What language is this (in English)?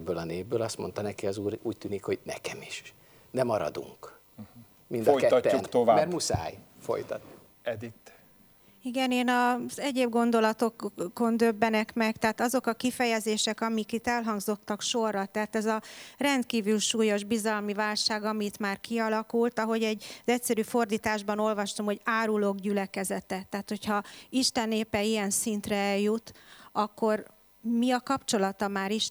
Hungarian